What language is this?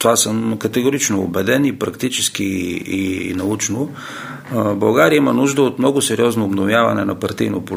Bulgarian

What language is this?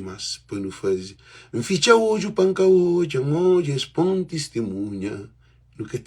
Kabuverdianu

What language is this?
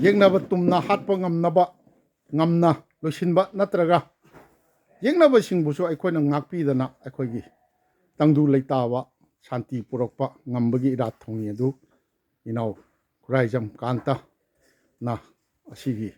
Manipuri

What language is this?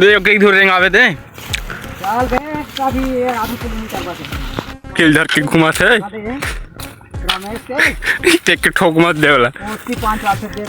Chhattisgarhi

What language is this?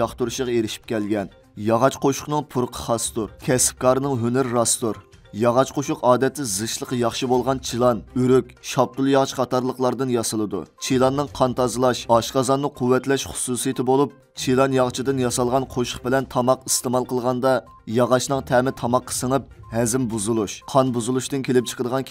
Uyghur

